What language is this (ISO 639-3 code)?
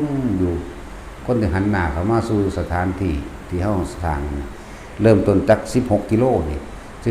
tts